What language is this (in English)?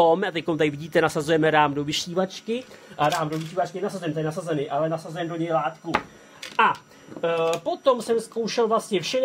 Czech